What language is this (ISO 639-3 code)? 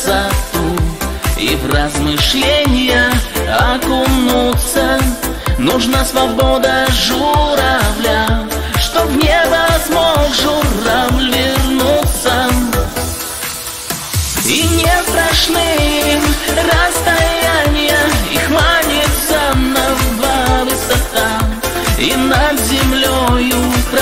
rus